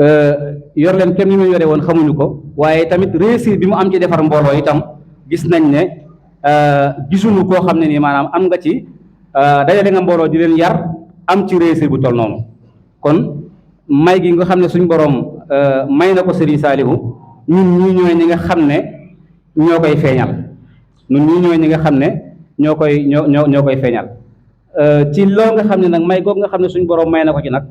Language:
Wolof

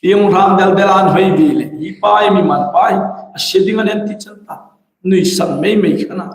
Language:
Hmar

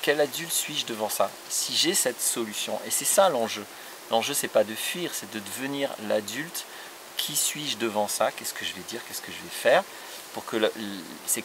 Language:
French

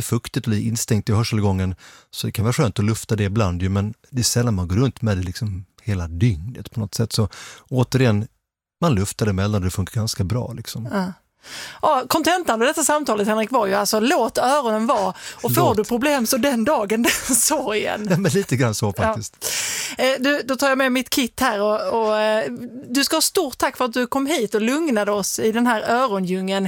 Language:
Swedish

